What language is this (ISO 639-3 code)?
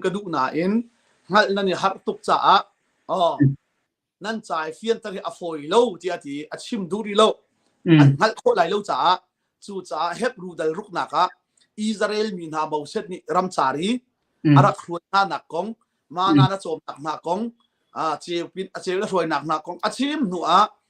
cnh